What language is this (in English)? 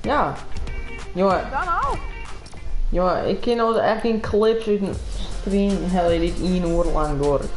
Western Frisian